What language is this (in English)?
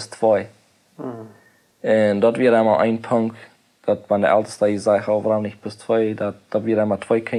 Plautdietsch